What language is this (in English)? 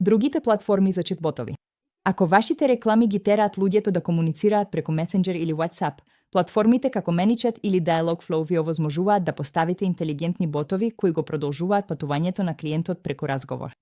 Macedonian